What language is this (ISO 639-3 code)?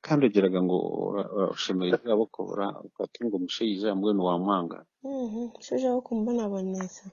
nyn